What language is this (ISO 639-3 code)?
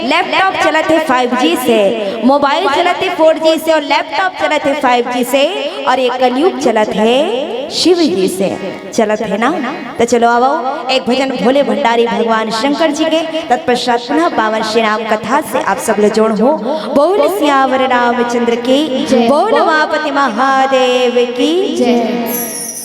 hne